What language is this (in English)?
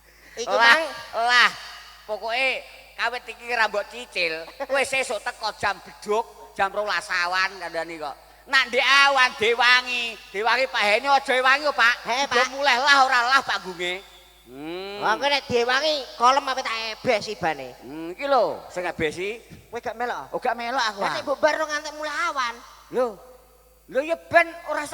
Javanese